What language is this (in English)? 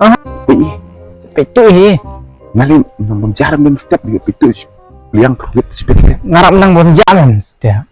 Khasi